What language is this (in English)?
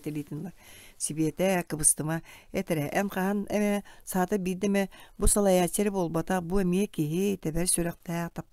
Yakut